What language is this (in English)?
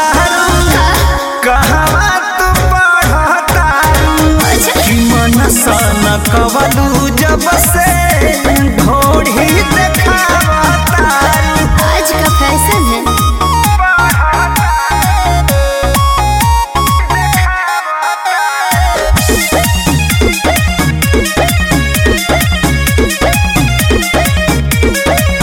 Bhojpuri